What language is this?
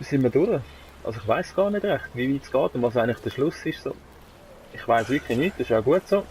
Swiss German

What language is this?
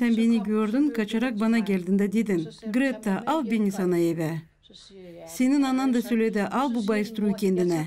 Gagauz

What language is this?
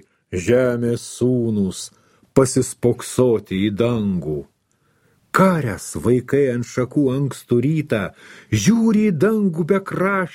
Lithuanian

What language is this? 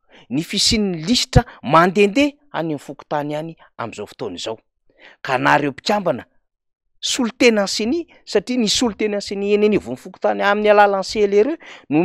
Malagasy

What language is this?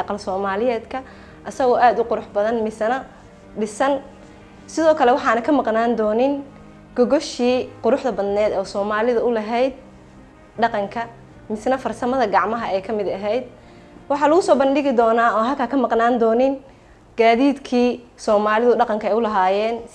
Somali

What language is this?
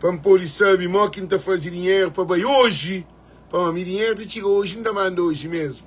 Kabuverdianu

